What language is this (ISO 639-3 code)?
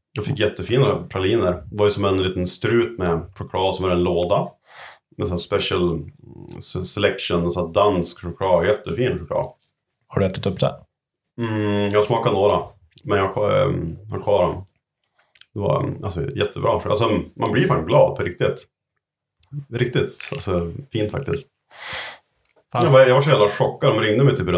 swe